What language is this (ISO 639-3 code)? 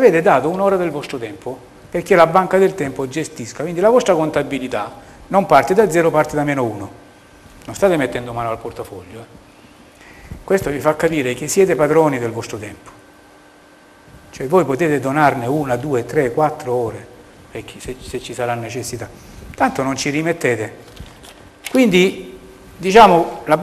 ita